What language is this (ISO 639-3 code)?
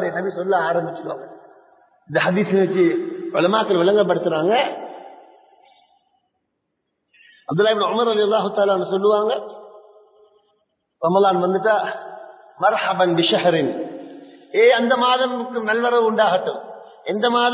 tam